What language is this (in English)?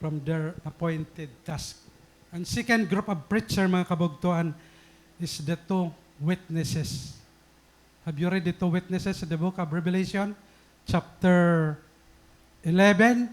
Waray